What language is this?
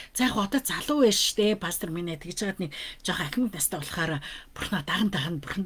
Mongolian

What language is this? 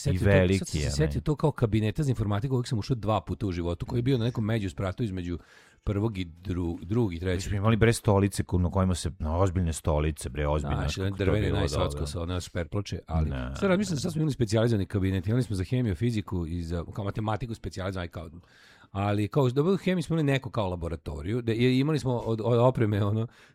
Serbian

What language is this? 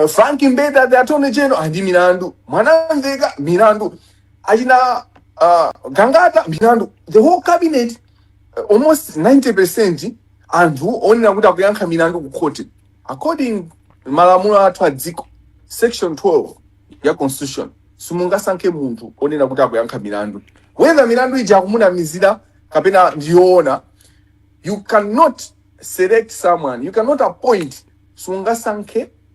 Nyanja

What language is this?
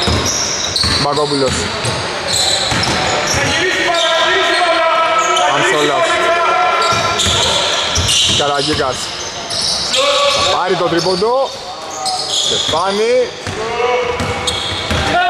Greek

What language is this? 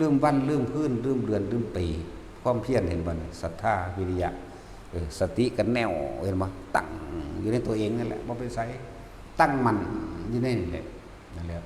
Northeastern Thai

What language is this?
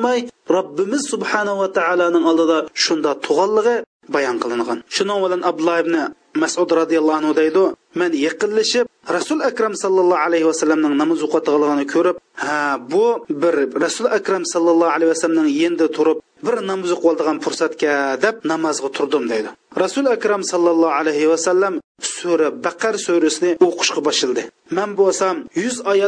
Uyghur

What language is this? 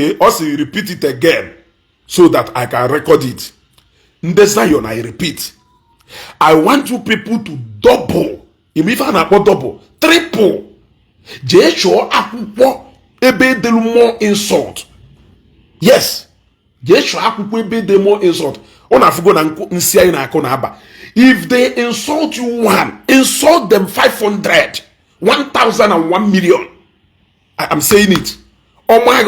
Igbo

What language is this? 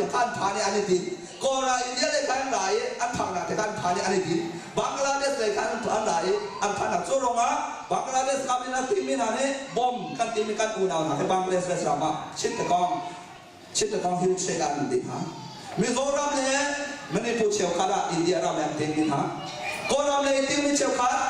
Hakha Chin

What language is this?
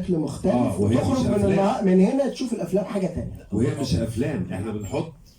Egyptian Arabic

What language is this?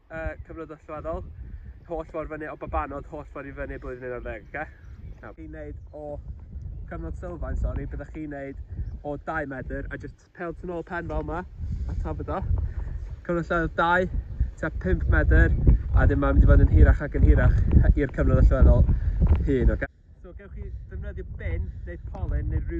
Welsh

